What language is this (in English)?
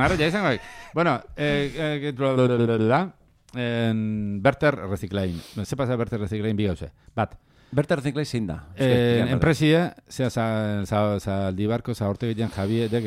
Basque